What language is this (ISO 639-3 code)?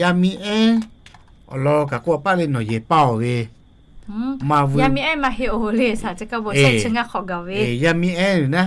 lhu